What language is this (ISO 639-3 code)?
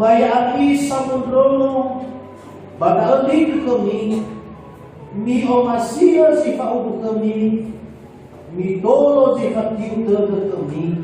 nia